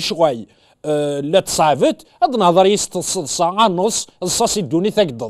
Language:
Kabyle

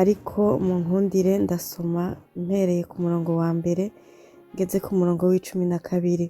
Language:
Rundi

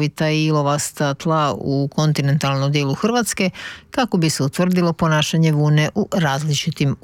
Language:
Croatian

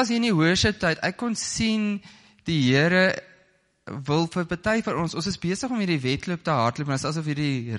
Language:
Afrikaans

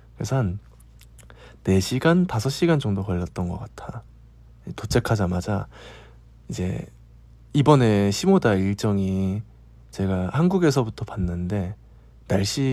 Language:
Korean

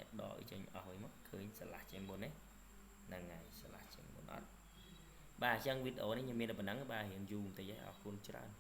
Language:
Khmer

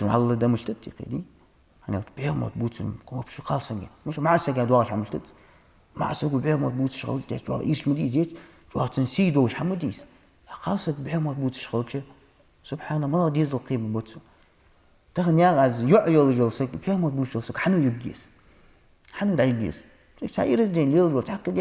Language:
Ingush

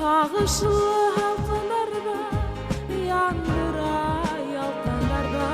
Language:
Bashkir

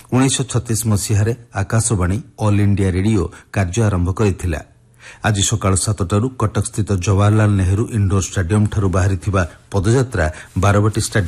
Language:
Odia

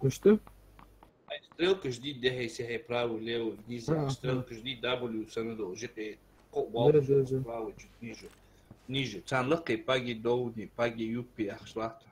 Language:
Ingush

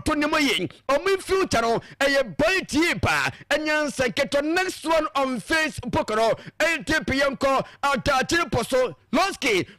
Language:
Akan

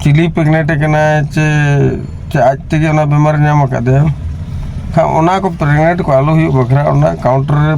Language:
Santali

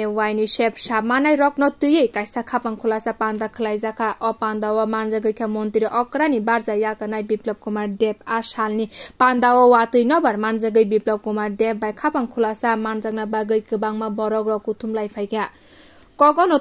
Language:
Kok Borok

